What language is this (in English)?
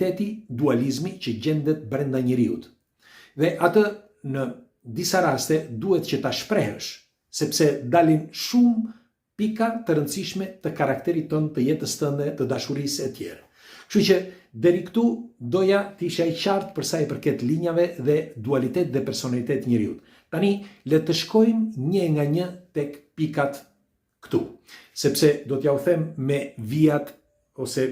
Albanian